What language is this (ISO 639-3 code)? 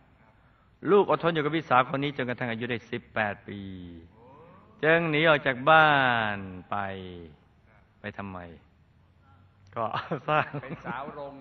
tha